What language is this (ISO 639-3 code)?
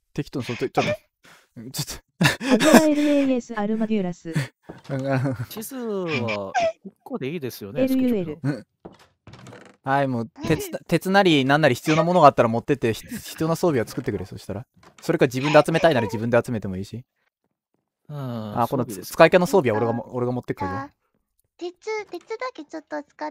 jpn